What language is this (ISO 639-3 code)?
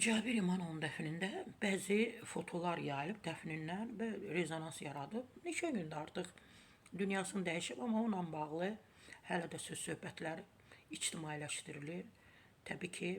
aze